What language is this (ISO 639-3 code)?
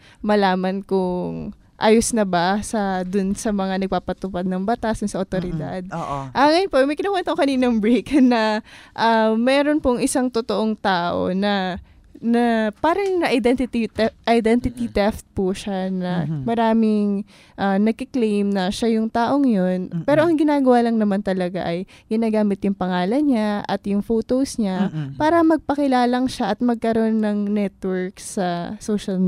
fil